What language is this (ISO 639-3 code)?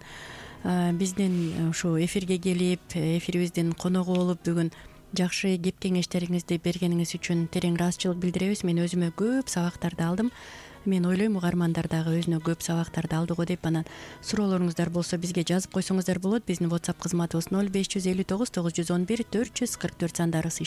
kir